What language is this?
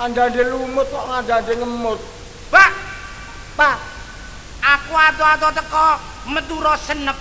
Javanese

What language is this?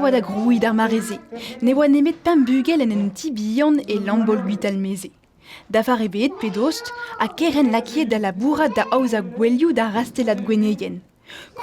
Breton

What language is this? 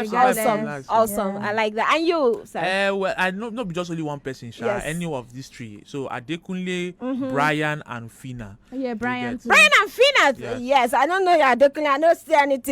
Nigerian Pidgin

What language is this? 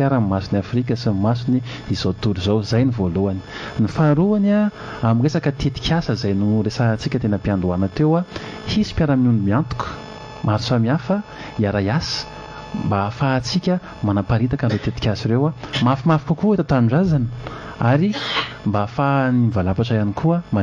Malagasy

